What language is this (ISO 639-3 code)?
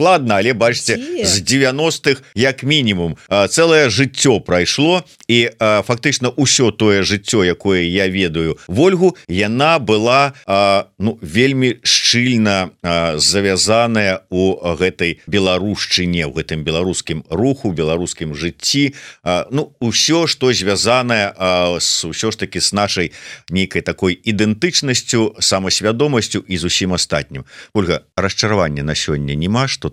bel